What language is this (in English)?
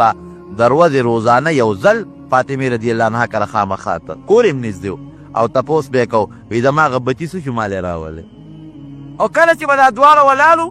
Pashto